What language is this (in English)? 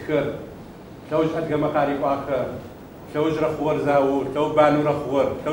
Adyghe